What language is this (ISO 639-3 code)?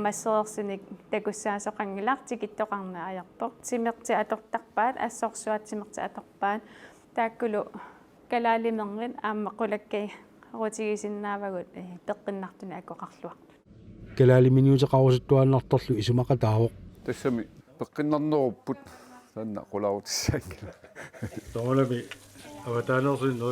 kal